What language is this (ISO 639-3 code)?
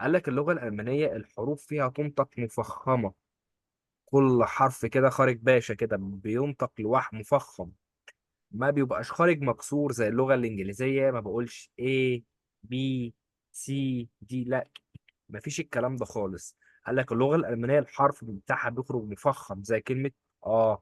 arz